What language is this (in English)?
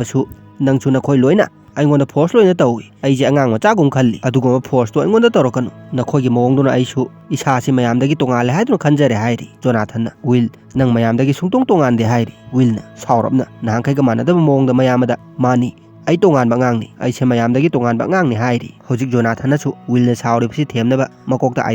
Manipuri